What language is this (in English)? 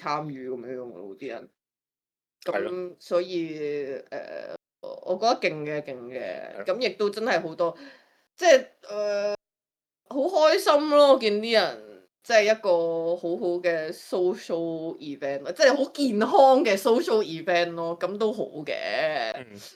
Cantonese